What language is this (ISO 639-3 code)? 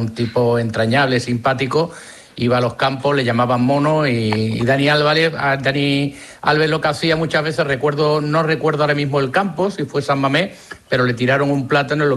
spa